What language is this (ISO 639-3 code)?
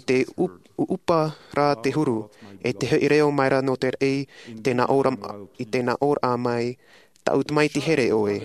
tah